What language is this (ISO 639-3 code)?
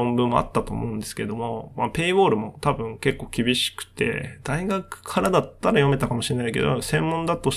jpn